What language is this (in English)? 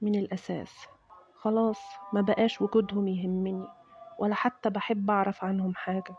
Egyptian Arabic